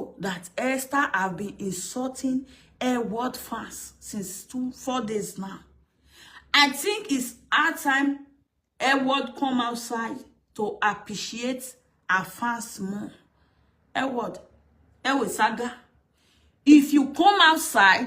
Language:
Nigerian Pidgin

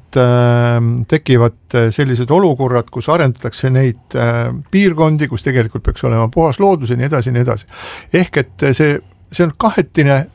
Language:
Estonian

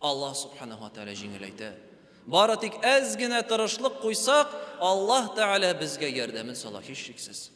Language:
Tatar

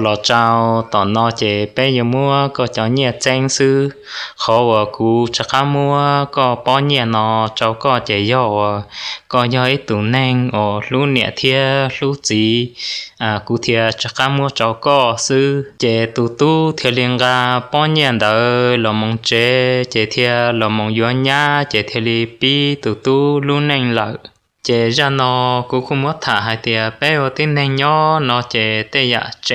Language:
Hmong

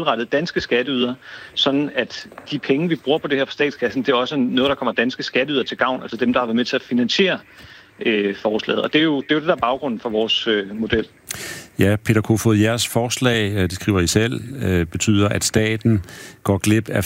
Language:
Danish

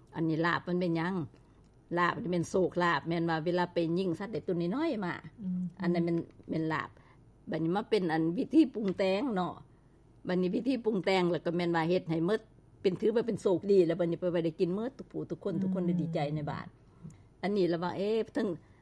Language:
Lao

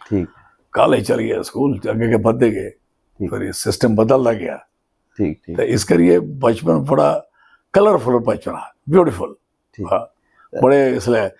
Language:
Dogri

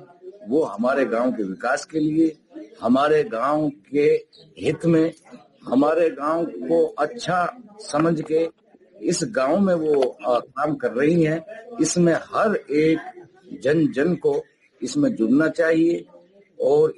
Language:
Hindi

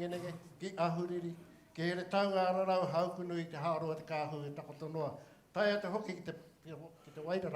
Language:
Māori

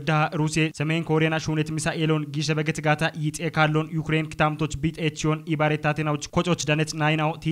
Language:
Kafa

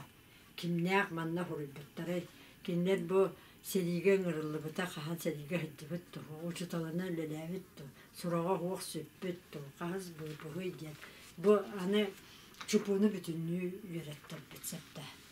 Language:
Yakut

